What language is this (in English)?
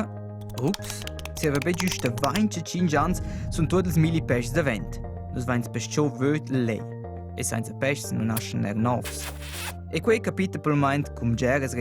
Romansh